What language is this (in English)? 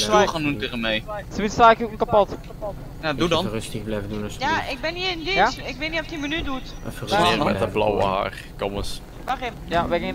Dutch